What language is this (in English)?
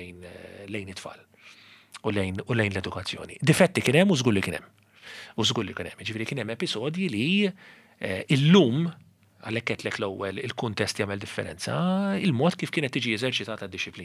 Maltese